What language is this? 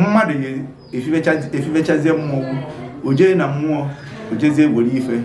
Igbo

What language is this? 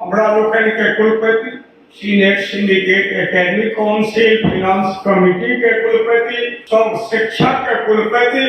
Maithili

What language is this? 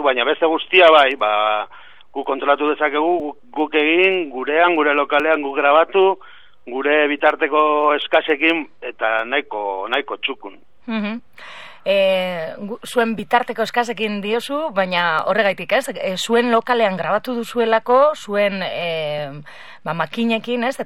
Basque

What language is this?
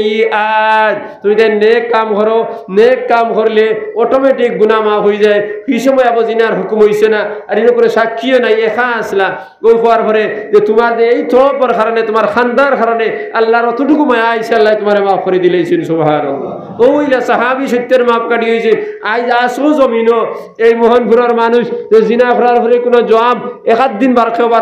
Sylheti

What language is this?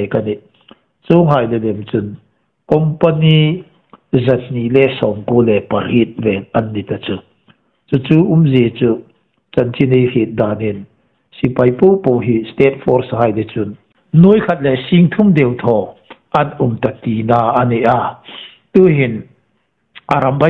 Hmar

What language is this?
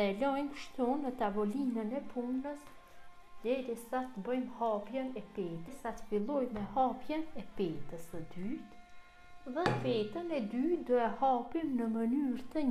Albanian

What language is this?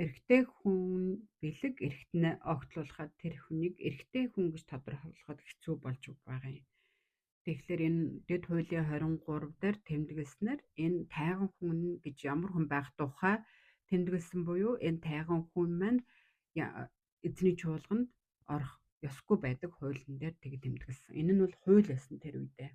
Mongolian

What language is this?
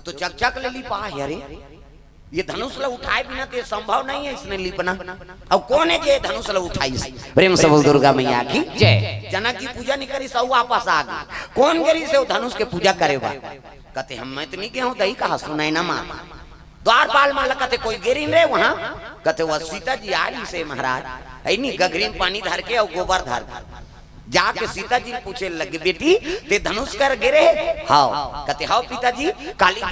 Chhattisgarhi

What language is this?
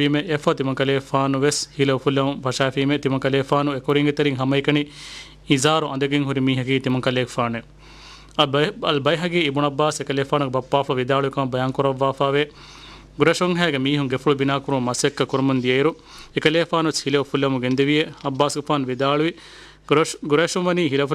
Divehi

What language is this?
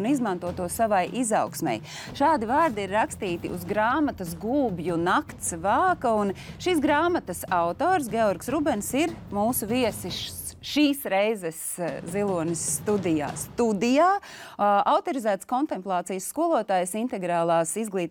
Latvian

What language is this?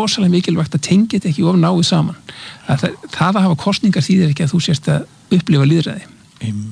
Icelandic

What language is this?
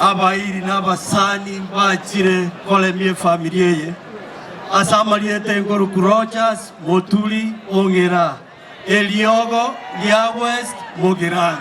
Gusii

